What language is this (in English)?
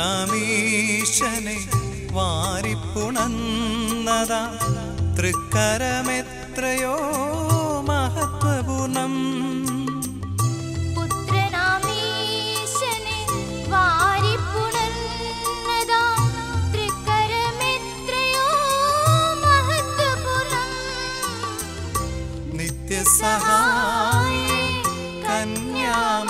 Malayalam